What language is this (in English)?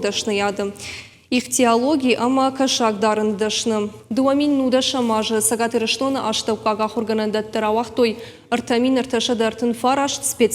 Ossetic